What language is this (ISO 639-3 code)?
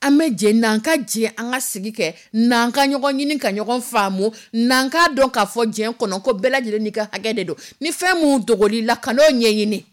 dyu